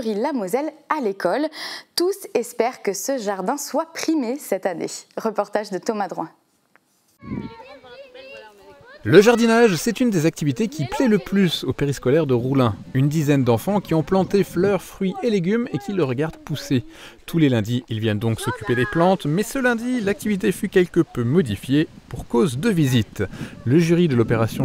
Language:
French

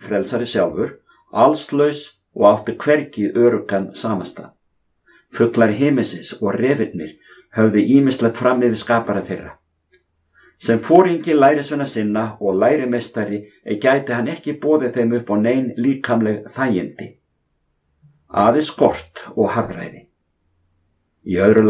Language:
Icelandic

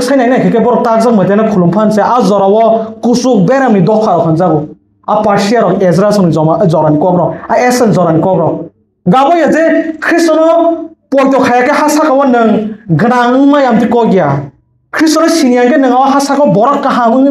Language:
Kok Borok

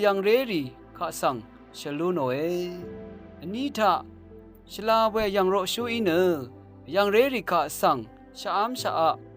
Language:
Rawang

